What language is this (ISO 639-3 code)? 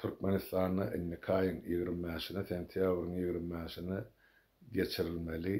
tuk